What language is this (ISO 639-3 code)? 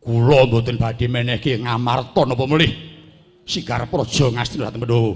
jav